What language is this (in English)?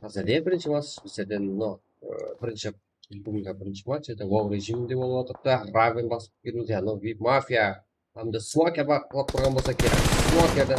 Kara-Kalpak